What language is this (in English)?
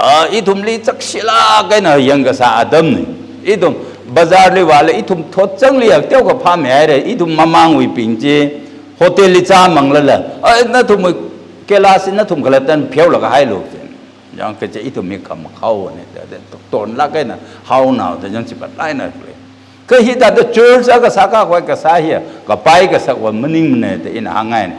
Tangkhul Naga (India)